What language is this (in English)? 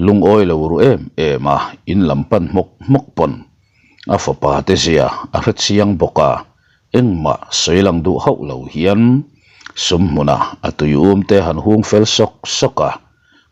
Mizo